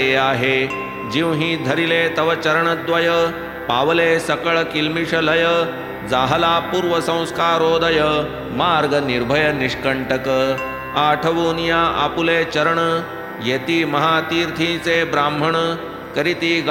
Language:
Marathi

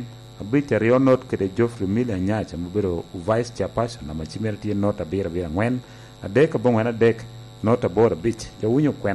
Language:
Lango (Uganda)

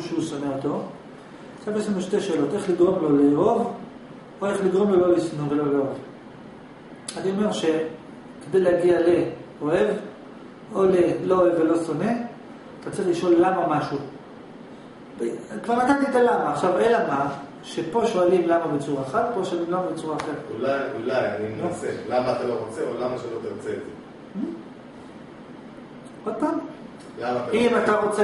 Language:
Hebrew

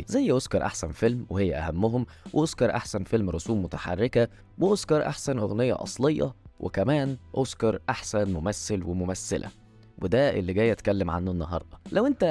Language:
Egyptian Arabic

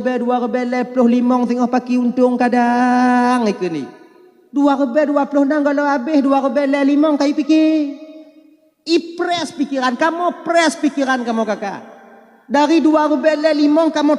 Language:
Achinese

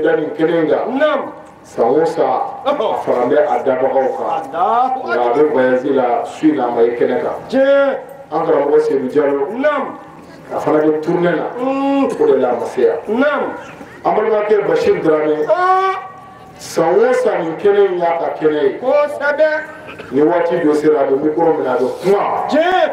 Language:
Bambara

